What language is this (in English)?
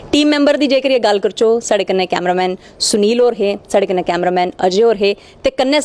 Dogri